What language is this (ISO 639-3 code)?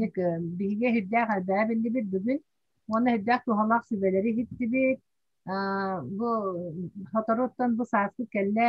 sah